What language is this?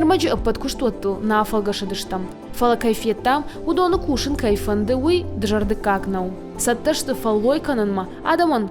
Ossetic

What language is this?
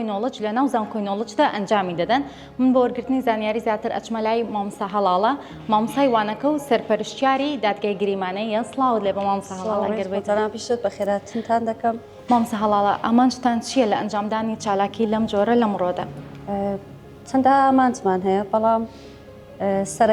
Central Kurdish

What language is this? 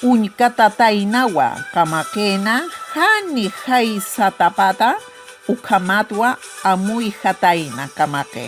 Aymara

